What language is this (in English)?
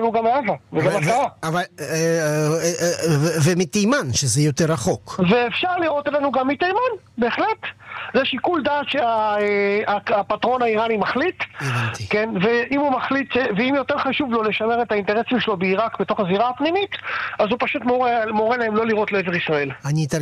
Hebrew